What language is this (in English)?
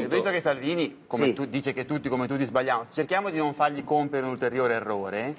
Italian